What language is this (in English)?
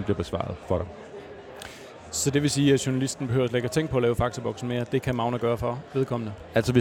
Danish